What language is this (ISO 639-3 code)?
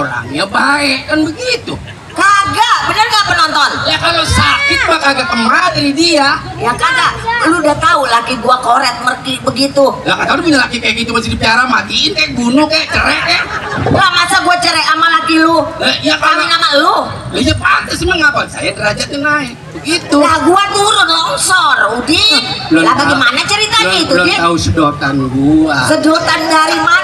bew